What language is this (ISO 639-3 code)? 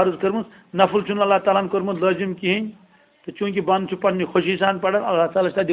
kas